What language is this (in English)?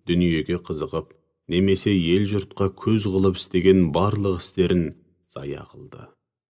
Kazakh